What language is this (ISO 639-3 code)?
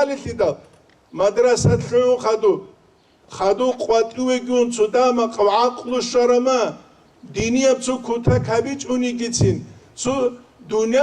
ava